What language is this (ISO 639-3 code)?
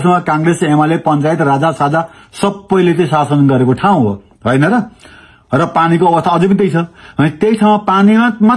nep